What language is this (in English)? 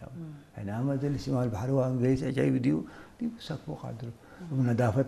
Tigrinya